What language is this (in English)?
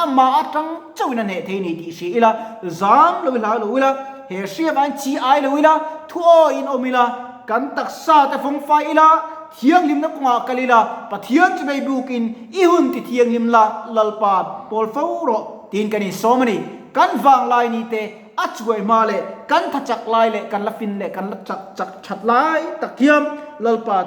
Mizo